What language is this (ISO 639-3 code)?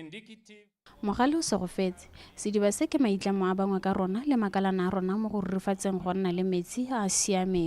tsn